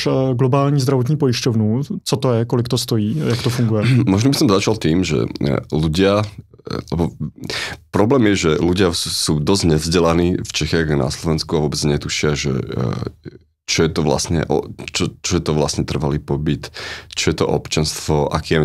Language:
Slovak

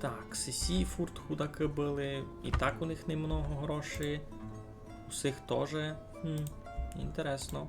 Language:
Rusyn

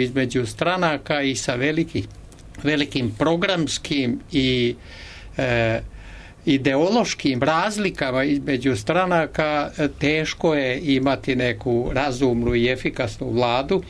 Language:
Serbian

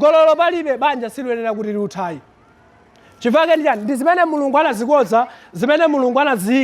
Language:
Nyanja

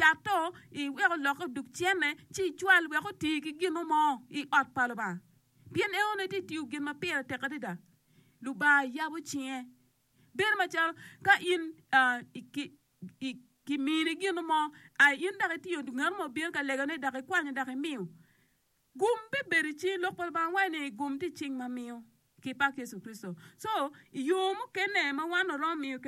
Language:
Acoli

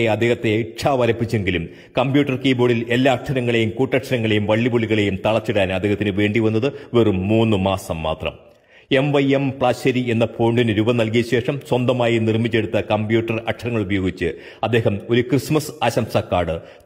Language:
Malayalam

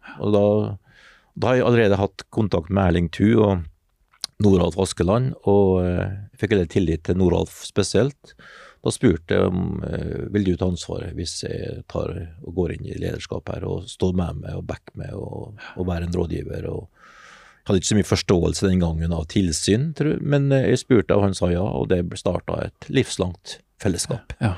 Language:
Norwegian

